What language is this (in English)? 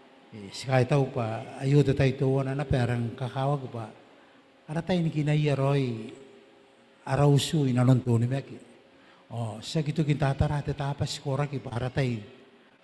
Gilbertese